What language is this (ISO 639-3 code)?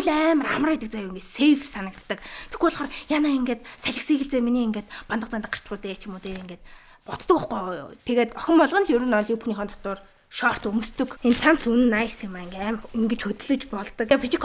mon